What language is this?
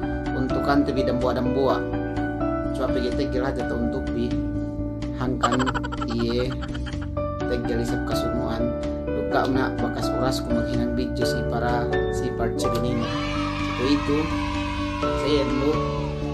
Yakan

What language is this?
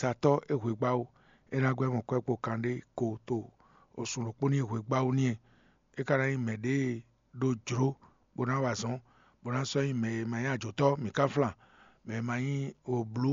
Fon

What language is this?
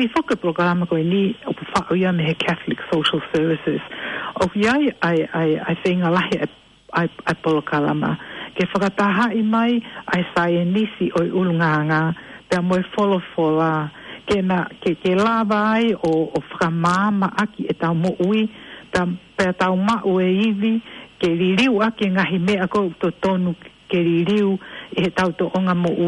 Tongan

